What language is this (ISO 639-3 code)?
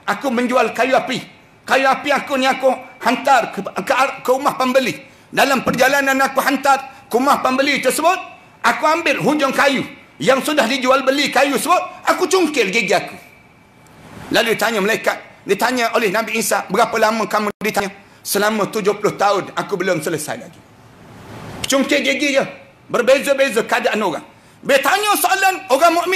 msa